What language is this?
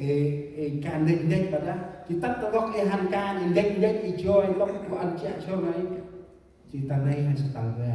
Central Mnong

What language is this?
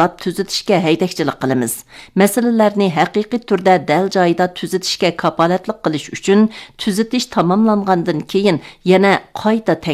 Uyghur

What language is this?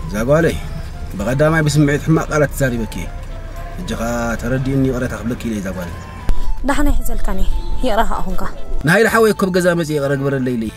Tigrinya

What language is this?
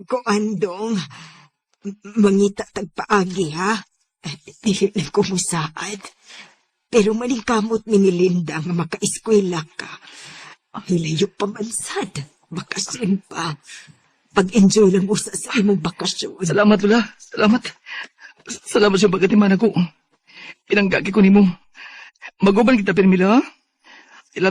Cebuano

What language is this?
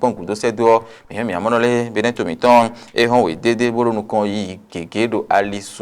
Fon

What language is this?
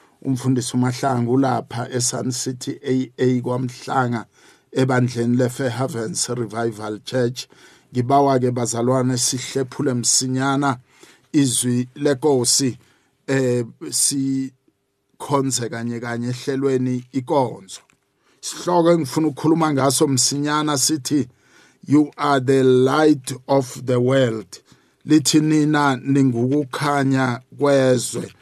South Ndebele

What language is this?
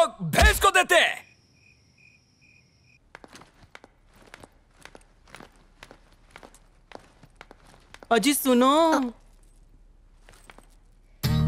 Hindi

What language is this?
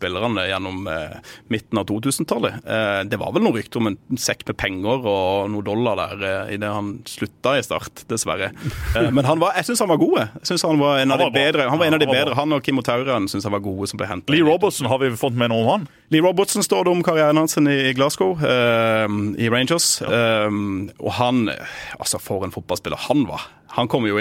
Norwegian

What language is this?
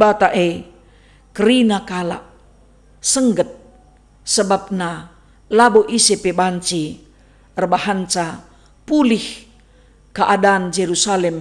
Batak Karo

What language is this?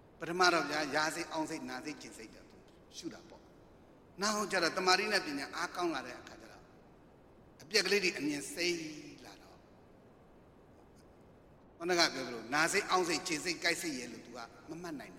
Burmese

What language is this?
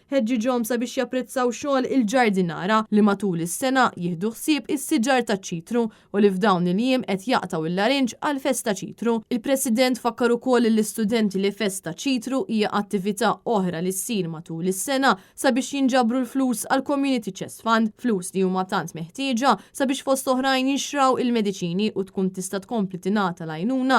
Maltese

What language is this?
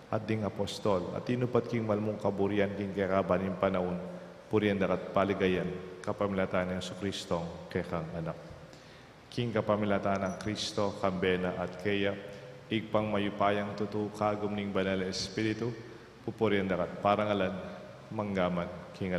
Pampanga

